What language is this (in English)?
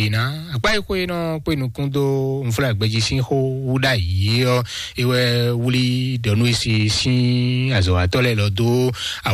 Fon